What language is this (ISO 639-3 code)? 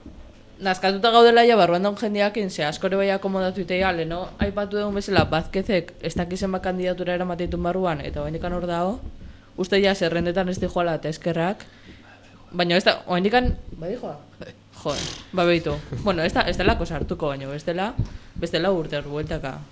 eus